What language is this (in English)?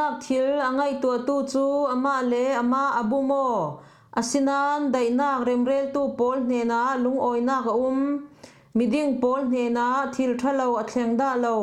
Falam Chin